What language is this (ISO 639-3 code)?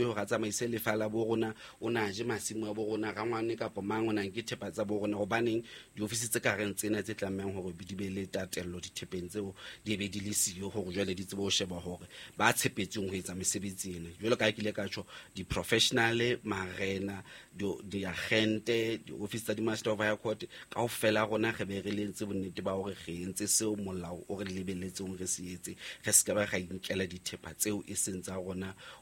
sot